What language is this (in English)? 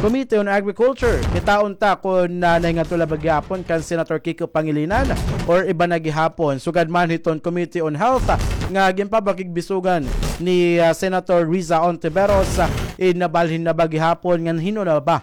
Waray